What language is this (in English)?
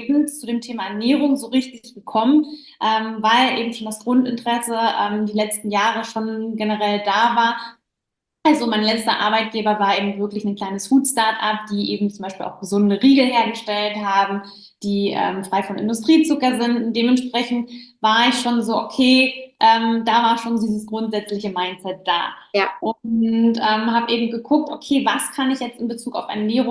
German